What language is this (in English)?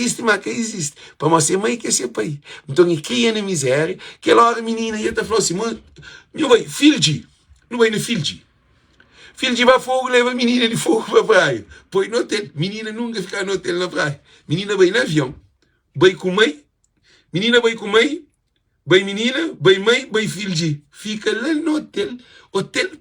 Kabuverdianu